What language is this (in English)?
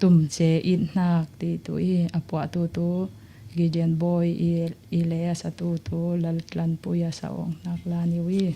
Falam Chin